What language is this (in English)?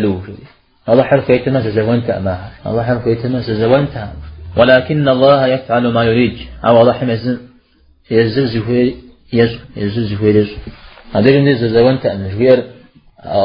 Kabardian